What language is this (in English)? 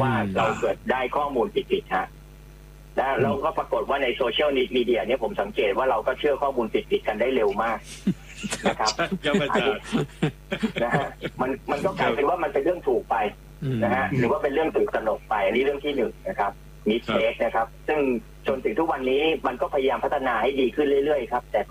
Thai